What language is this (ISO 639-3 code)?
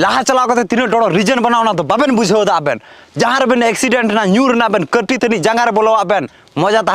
sat